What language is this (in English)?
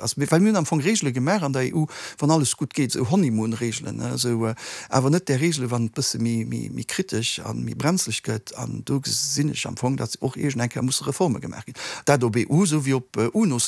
Luxembourgish